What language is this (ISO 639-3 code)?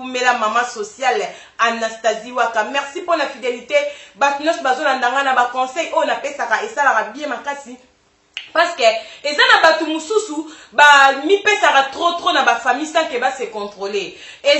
lin